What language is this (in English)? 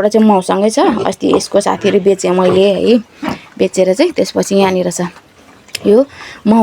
Nepali